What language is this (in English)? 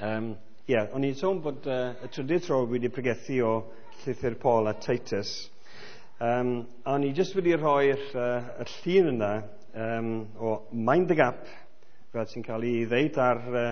Welsh